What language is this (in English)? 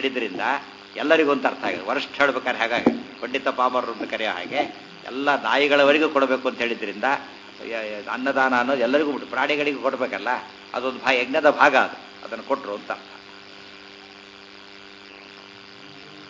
Kannada